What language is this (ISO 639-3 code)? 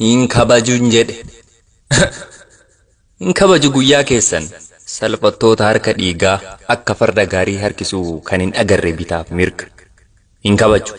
orm